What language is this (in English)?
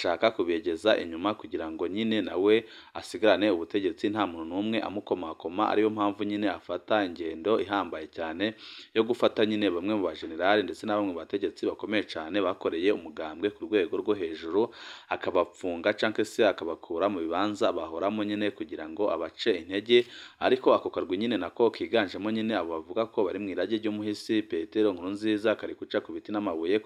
Rundi